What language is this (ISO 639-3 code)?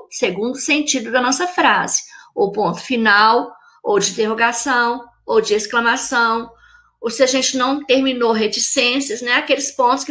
por